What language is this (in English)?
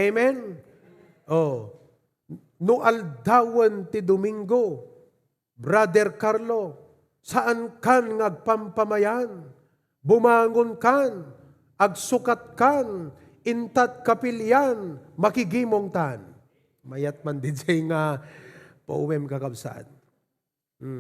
Iloko